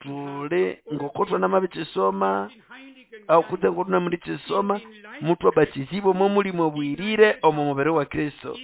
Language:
Nande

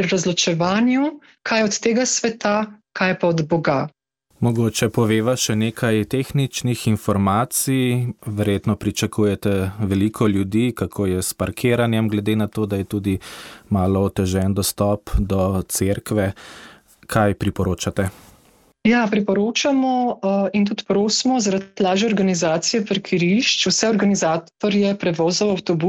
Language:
Slovenian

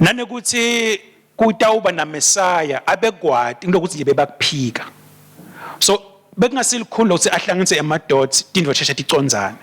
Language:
Swati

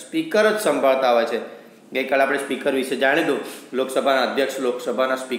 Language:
Gujarati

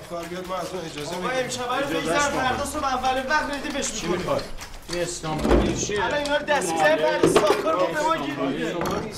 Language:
Persian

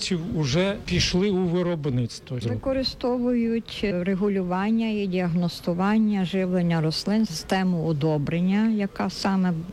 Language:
Ukrainian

